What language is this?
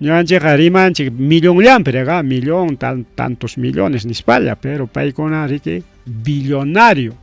Ayacucho Quechua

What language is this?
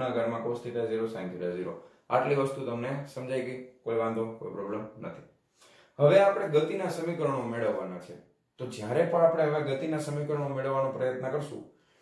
Gujarati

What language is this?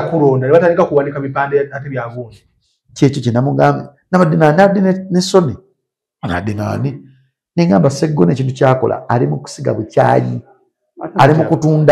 Ganda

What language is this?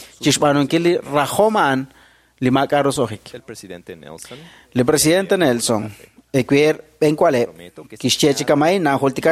Kekchí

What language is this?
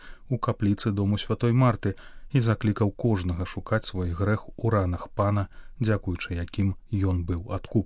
Belarusian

